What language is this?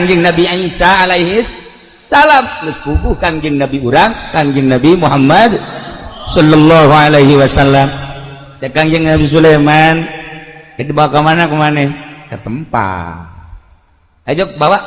Sundanese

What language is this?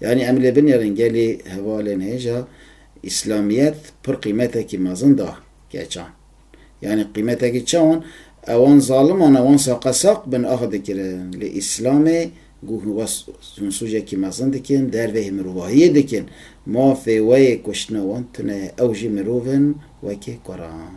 Kurdish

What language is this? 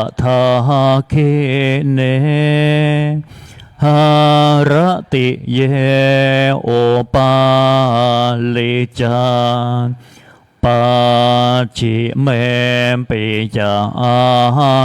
Pali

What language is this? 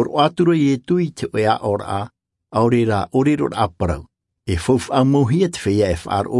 Tahitian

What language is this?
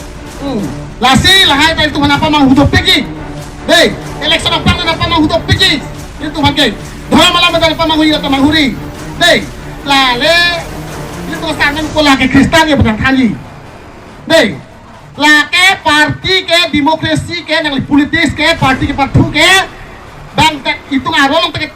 Karbi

